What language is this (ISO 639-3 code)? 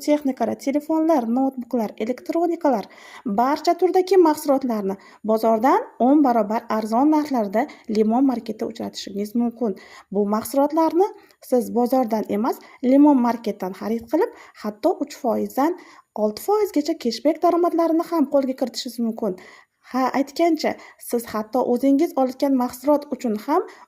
uzb